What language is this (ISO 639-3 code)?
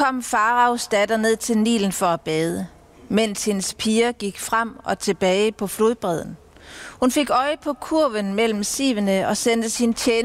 dan